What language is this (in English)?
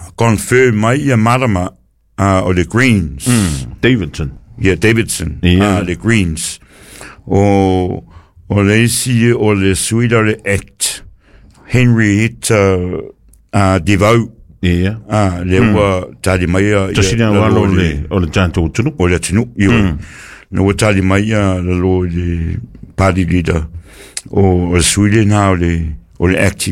Samoan